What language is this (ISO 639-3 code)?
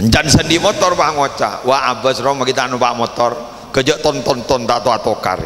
mad